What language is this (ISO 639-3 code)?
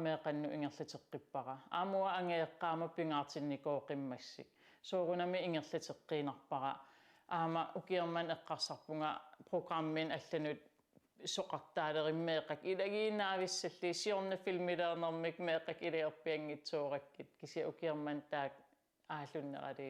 kal